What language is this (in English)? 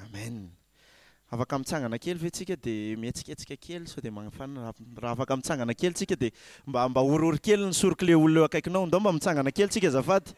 Malagasy